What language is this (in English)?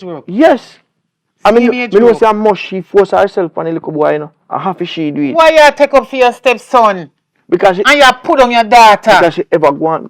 Jamaican Creole English